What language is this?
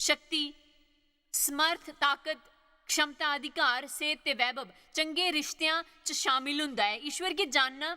Dogri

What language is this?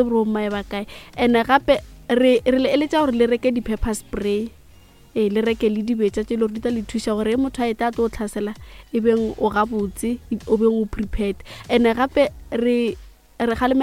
Northern Sotho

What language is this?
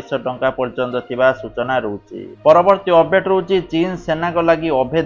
Odia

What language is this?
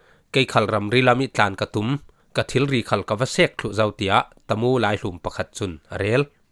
Falam Chin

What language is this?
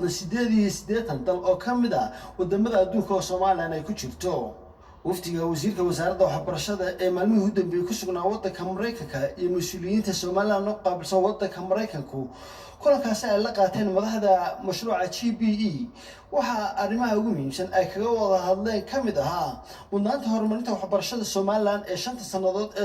Somali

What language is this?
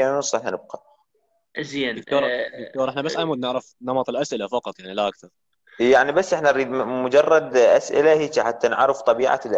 Mesopotamian Arabic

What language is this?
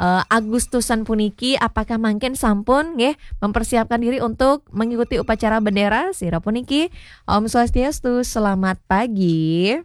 Balinese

